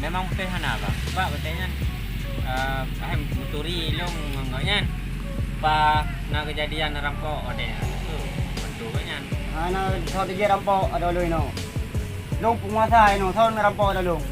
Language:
Achinese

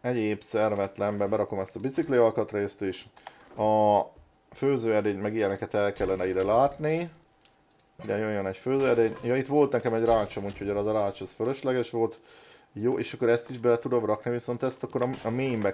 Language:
Hungarian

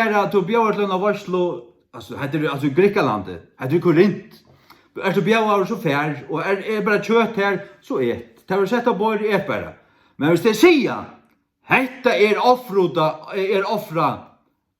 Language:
Faroese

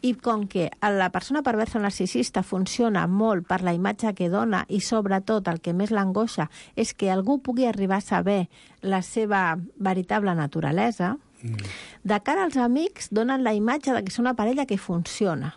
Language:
Catalan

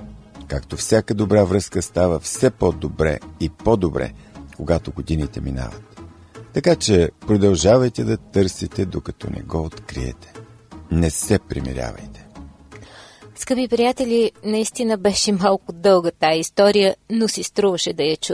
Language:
Bulgarian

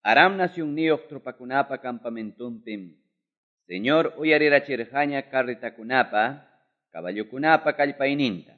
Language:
Quechua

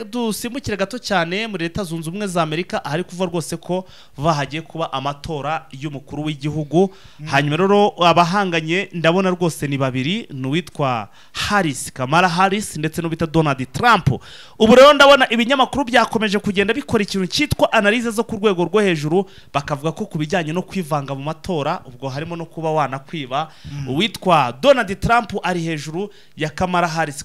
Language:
Kinyarwanda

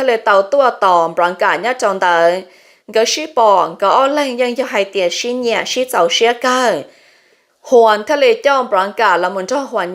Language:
Hmong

